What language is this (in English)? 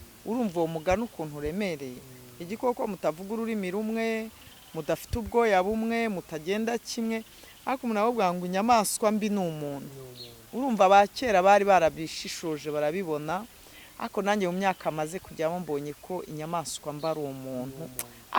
Kinyarwanda